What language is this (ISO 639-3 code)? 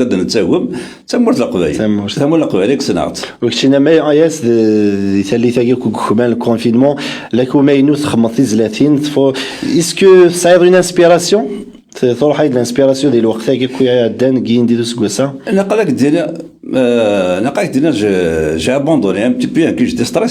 kab